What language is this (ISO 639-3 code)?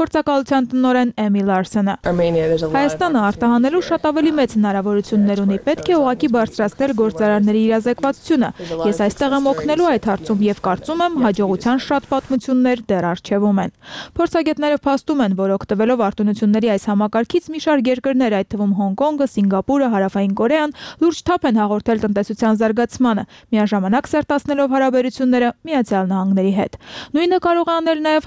hye